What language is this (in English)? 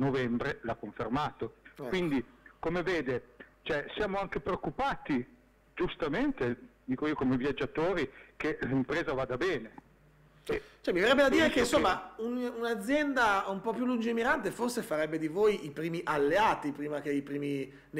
Italian